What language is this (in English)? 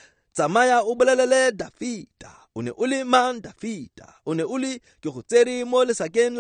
Tswana